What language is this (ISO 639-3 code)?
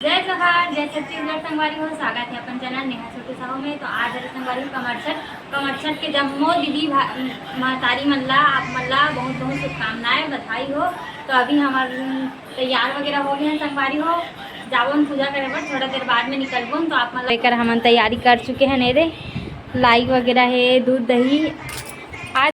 hne